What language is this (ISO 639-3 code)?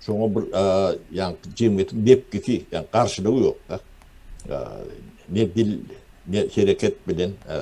tuk